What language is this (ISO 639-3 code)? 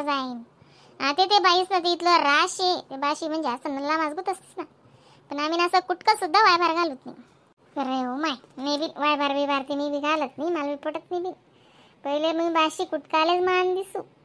khn